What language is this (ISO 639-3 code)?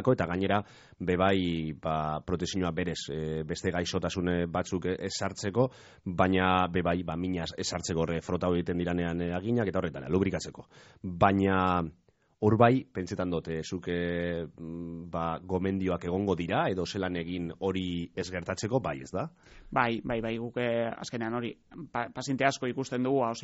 eus